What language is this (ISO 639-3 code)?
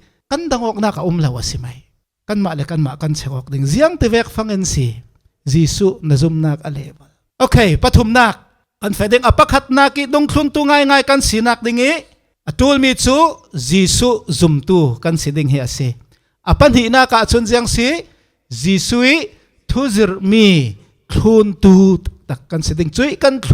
cfm